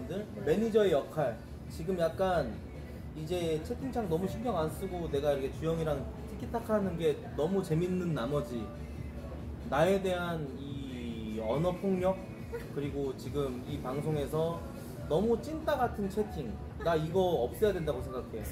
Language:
Korean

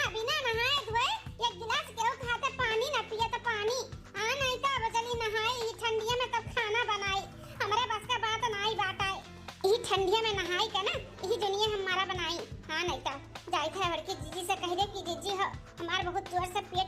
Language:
Awadhi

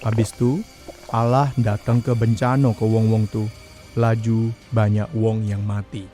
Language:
Musi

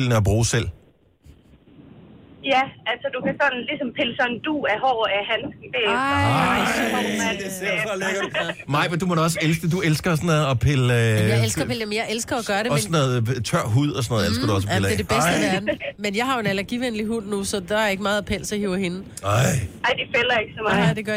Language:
Danish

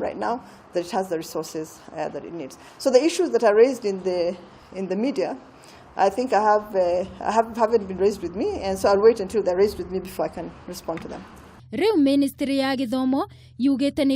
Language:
Kikuyu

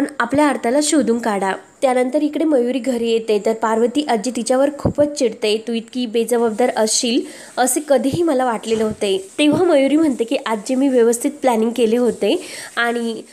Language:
Marathi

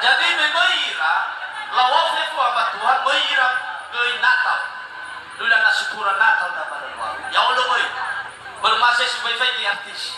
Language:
Nias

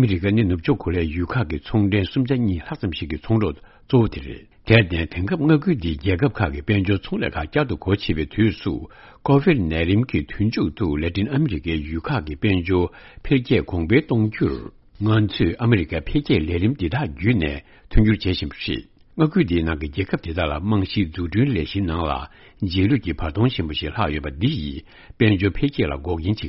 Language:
Tibetan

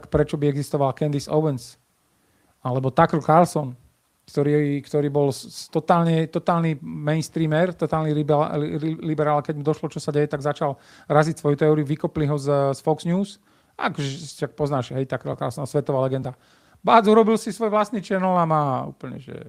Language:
Slovak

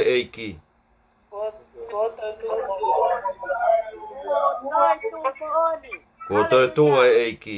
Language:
Tongan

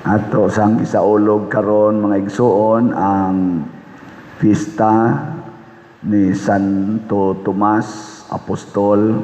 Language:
Cebuano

